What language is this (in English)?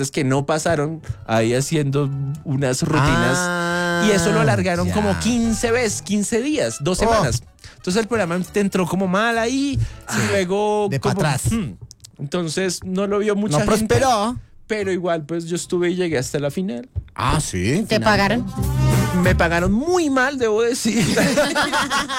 Spanish